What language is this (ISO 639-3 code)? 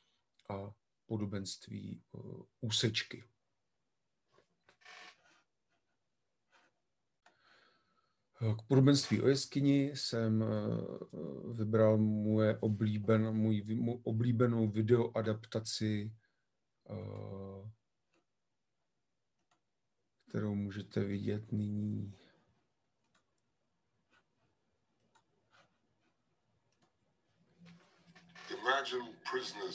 ces